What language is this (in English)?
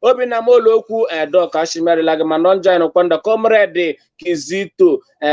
Igbo